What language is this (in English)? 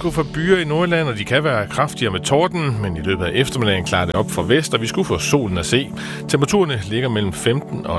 Danish